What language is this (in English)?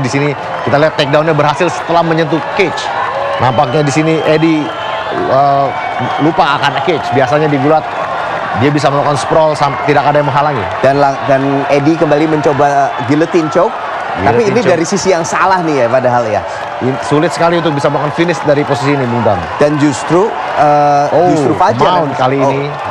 Indonesian